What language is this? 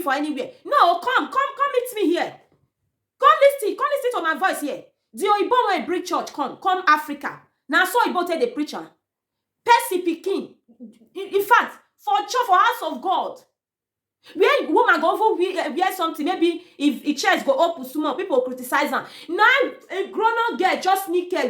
Nigerian Pidgin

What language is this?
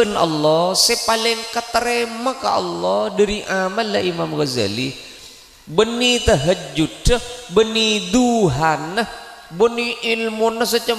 Madurese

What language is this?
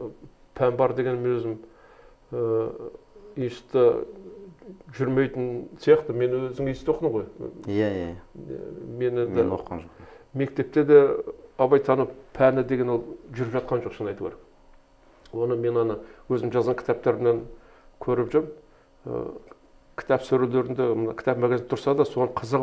Kazakh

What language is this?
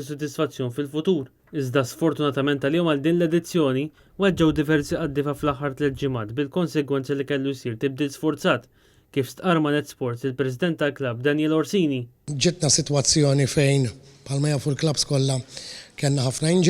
Maltese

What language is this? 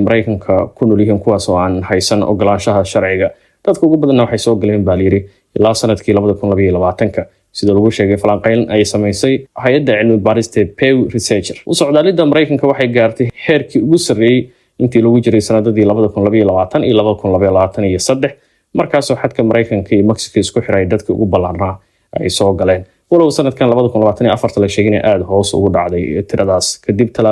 Somali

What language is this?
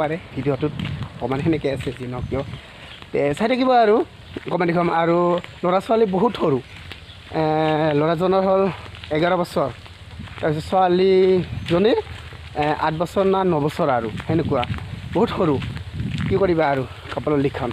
Assamese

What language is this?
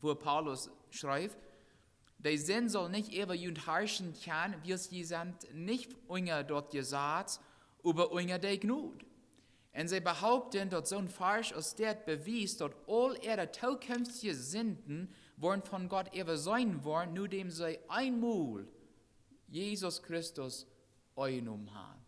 Plautdietsch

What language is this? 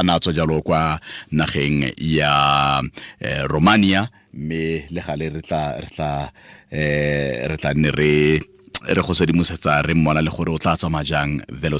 Tswana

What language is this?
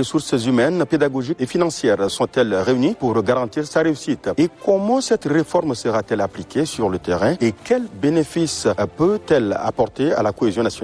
French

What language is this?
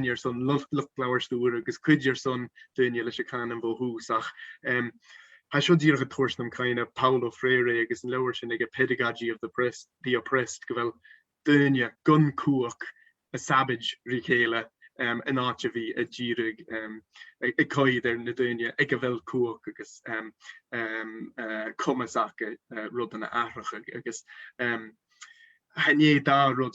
Scottish Gaelic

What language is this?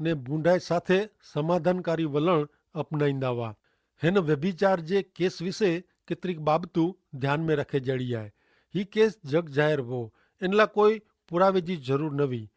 Kachhi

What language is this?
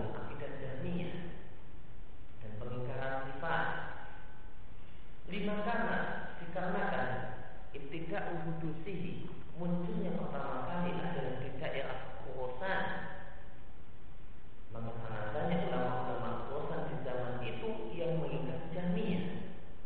Indonesian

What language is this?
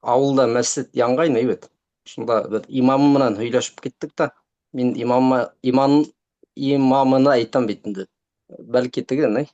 Bashkir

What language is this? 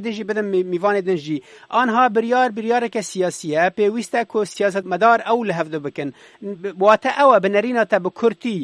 Kurdish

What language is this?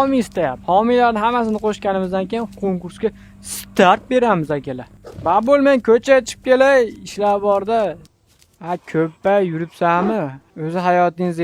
Uzbek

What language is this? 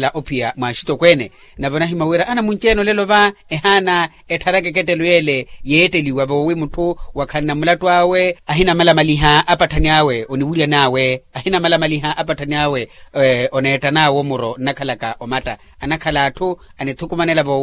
Makhuwa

